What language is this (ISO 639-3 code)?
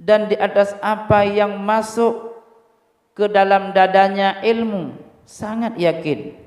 ace